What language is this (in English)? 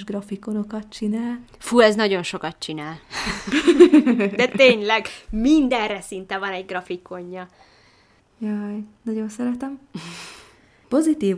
Hungarian